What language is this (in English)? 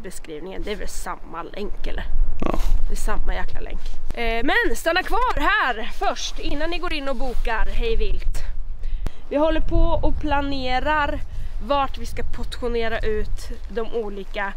Swedish